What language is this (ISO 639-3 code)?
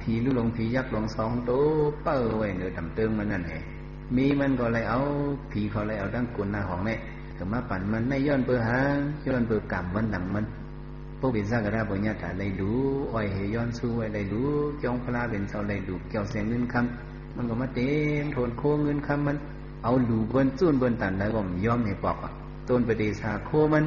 shn